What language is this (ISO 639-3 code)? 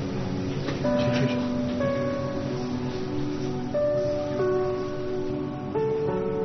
zho